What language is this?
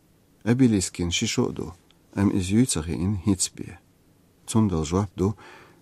Chechen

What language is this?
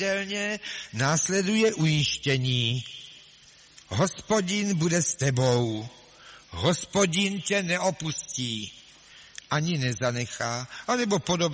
Czech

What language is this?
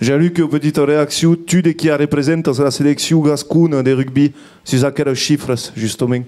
Occitan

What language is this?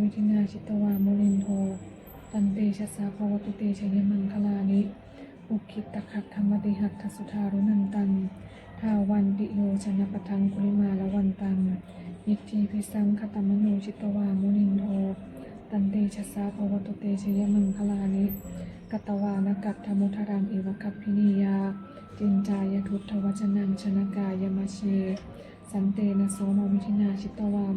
Pali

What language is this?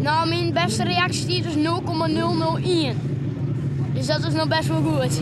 Western Frisian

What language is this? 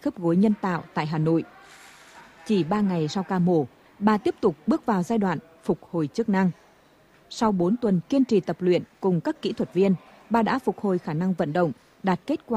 Vietnamese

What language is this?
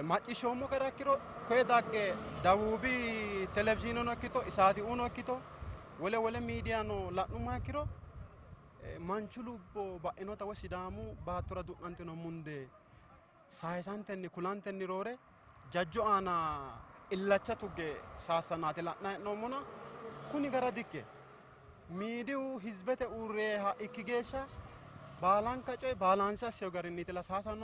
Sidamo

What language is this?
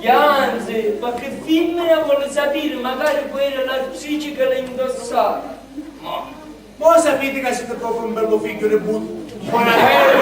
Sicilian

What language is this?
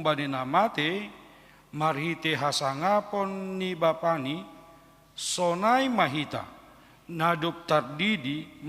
Batak Simalungun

